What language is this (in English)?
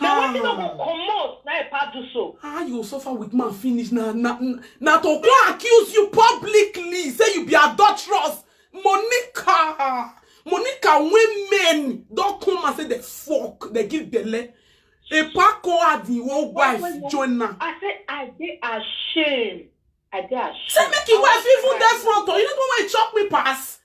Nigerian Pidgin